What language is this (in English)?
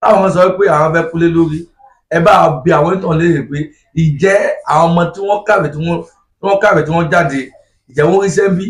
Yoruba